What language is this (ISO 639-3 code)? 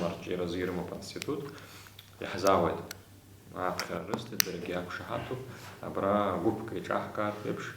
abk